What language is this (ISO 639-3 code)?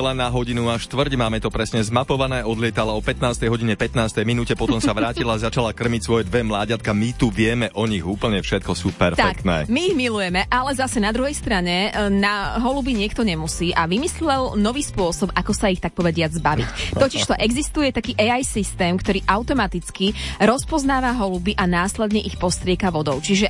slk